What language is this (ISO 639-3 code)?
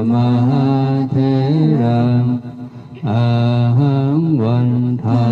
pli